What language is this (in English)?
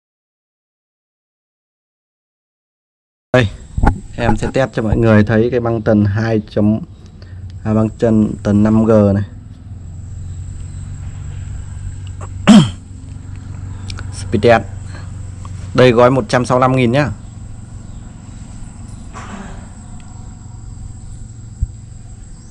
Vietnamese